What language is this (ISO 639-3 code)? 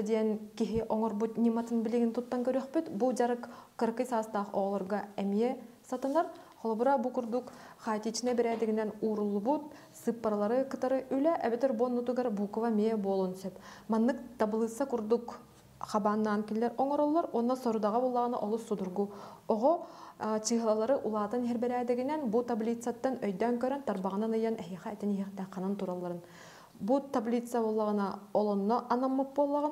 sah